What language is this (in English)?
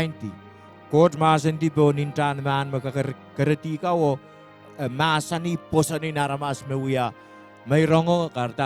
Pohnpeian